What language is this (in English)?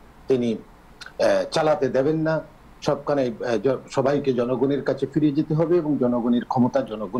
Bangla